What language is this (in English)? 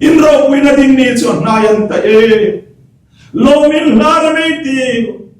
Hmar